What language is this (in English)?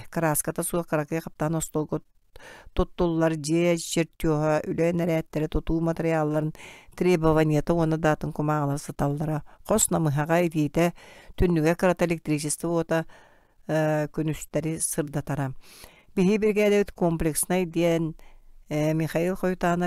Yakut